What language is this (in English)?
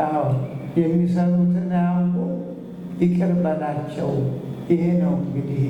Amharic